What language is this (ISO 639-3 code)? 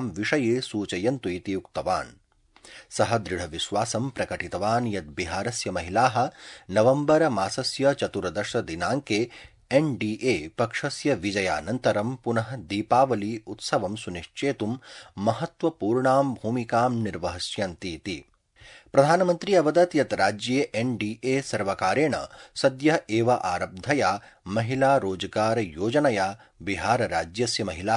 san